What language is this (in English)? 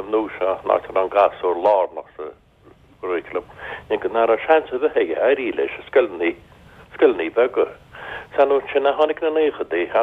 Irish